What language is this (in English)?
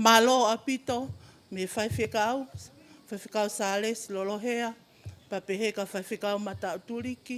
Tongan